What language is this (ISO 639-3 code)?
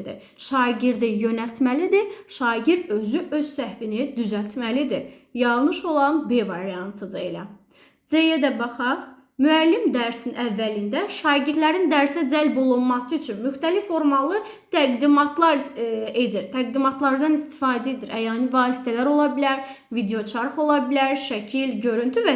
aze